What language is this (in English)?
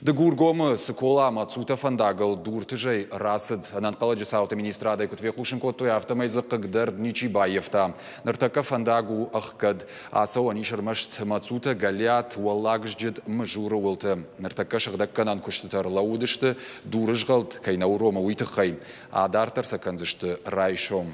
Ossetic